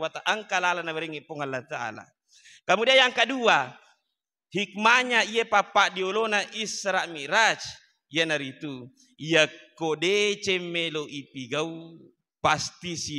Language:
Buginese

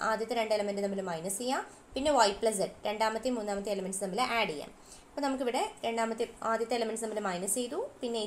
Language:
Malayalam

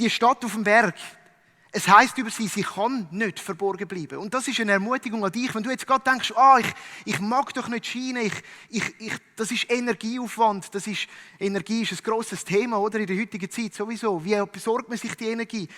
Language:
Swiss German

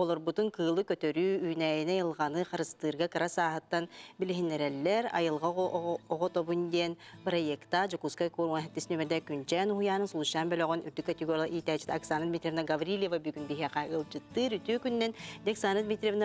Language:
Yakut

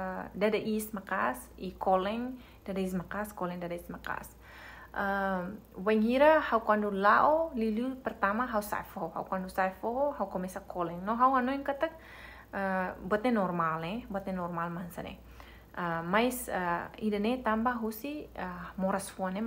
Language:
Tetum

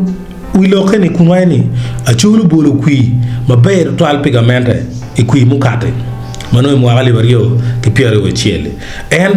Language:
Acoli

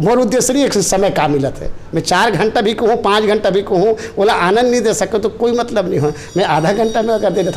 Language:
Chhattisgarhi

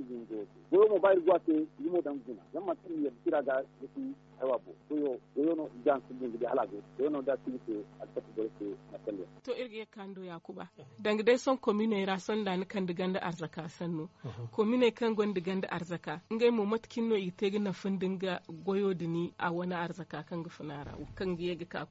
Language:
Zarma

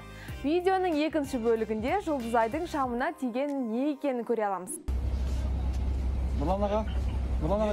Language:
Kazakh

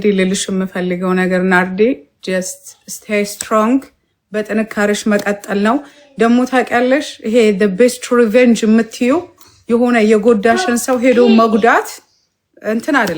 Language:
Amharic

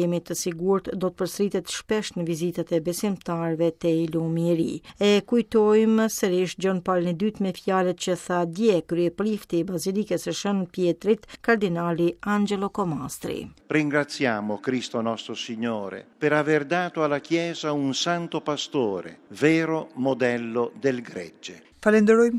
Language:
Albanian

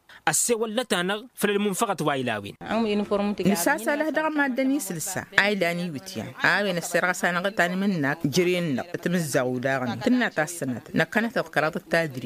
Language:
Tamasheq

